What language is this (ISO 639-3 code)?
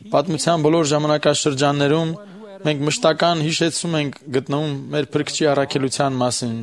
hye